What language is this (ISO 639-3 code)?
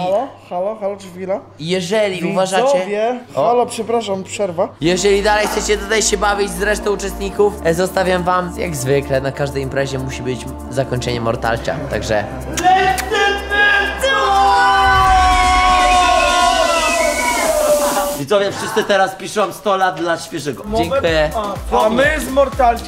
pol